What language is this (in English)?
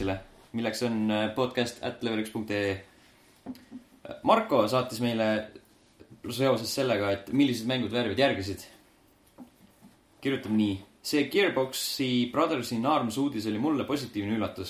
Estonian